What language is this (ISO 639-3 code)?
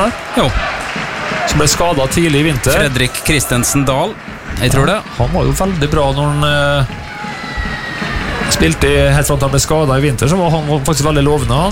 nor